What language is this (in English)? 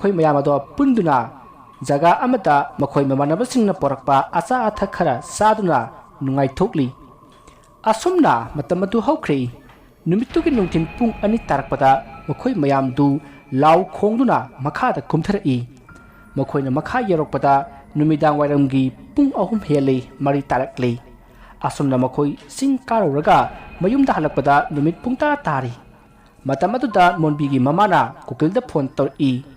Manipuri